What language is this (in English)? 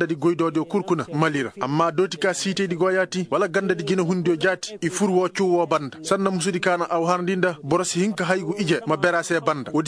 Koyraboro Senni